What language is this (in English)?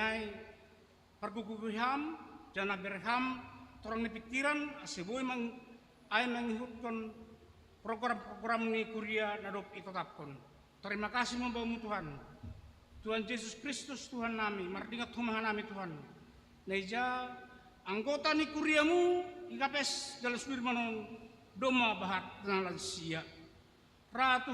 Batak Simalungun